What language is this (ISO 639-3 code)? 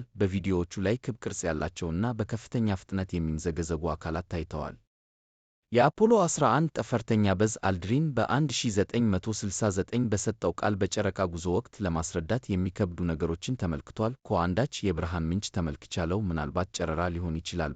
amh